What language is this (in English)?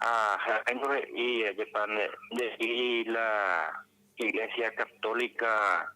Guarani